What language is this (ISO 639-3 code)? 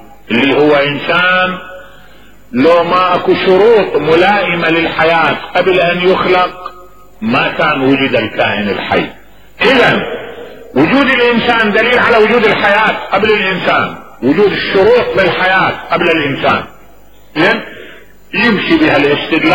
acm